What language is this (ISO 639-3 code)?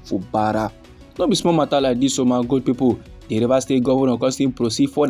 pcm